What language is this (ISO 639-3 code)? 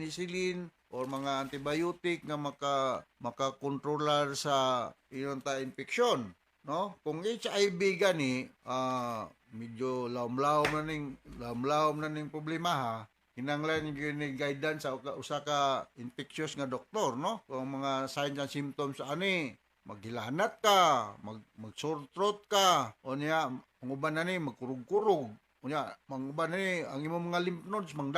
ceb